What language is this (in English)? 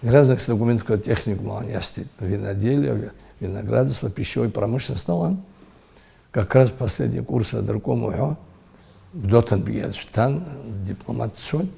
Abkhazian